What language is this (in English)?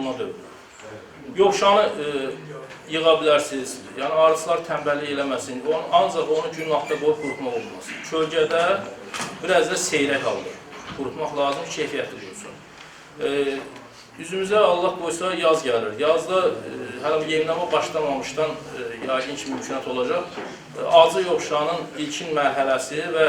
Azerbaijani